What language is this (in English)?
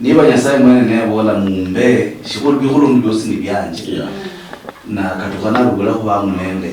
Luyia